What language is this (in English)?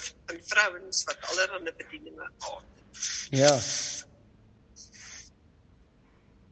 Afrikaans